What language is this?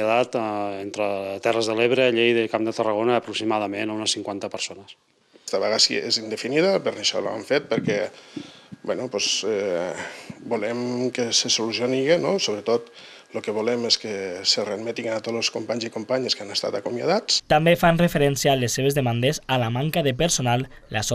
Catalan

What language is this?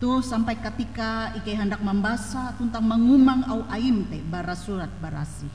Ngaju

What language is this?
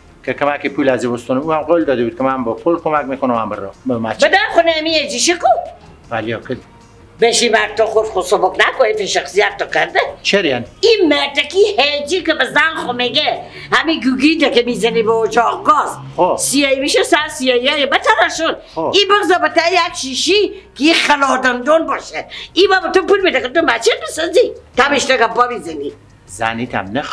Persian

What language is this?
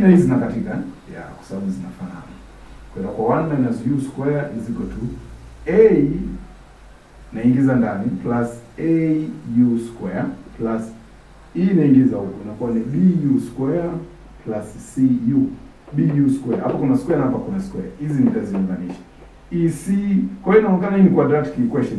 Swahili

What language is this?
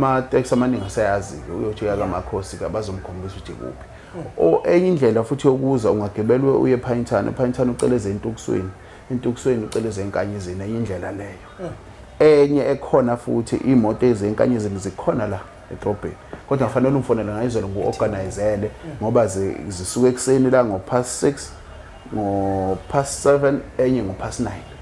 Zulu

